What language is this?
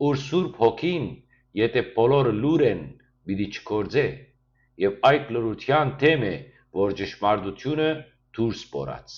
Western Armenian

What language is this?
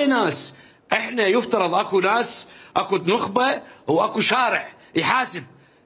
Mesopotamian Arabic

